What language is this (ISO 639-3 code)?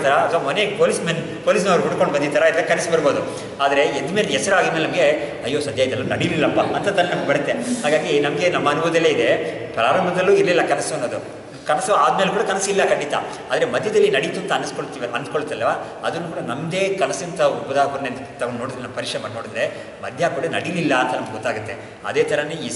kan